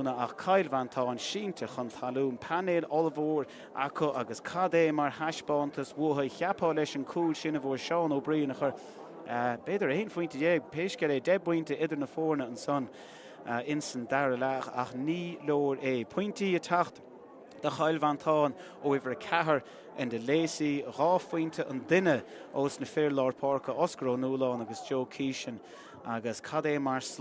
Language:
Irish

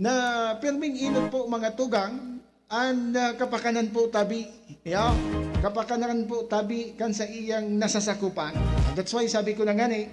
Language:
Bikol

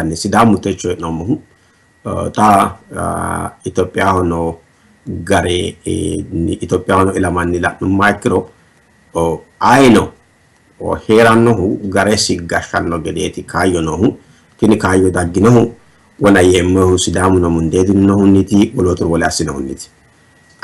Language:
Sidamo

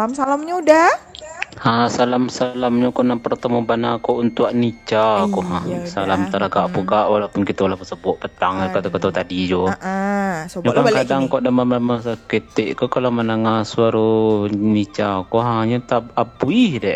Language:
Minangkabau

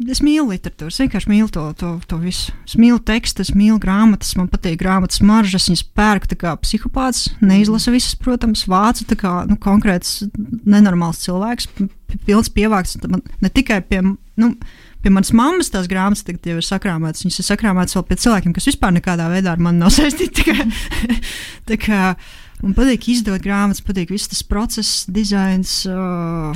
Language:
Latvian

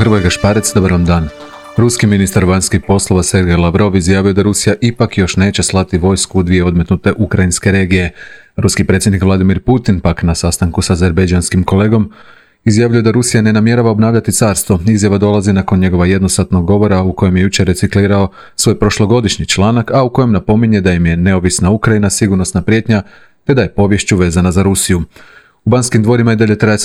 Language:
Croatian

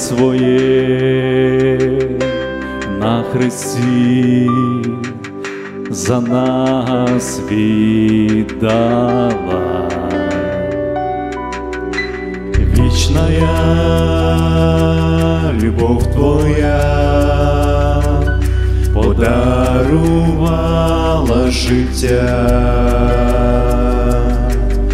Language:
Ukrainian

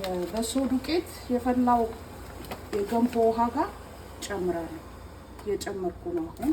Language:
Amharic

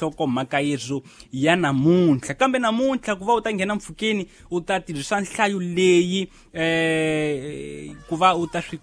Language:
Tsonga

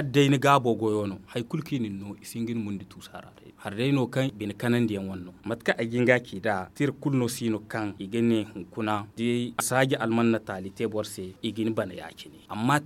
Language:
Zarma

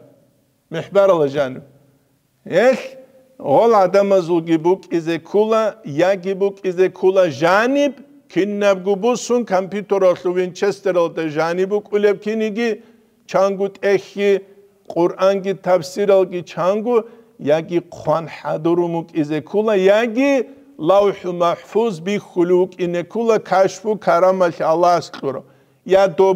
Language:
Avaric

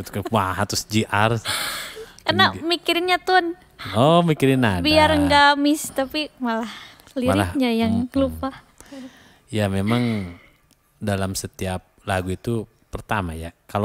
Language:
Indonesian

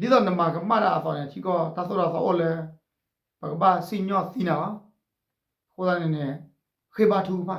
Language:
S'gaw Karen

